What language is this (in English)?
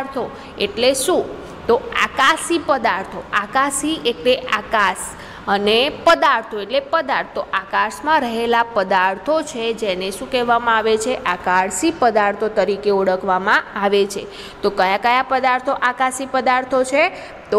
Gujarati